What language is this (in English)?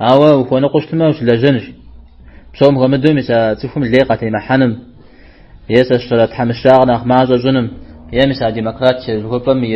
Kabardian